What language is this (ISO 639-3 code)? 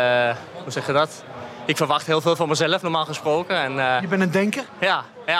nld